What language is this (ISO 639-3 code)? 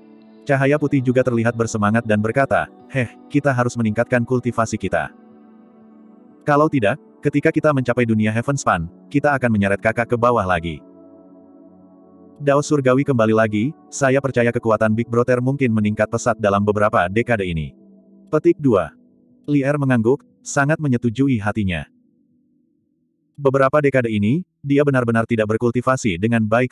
ind